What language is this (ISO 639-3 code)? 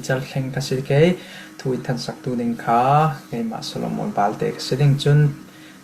cfm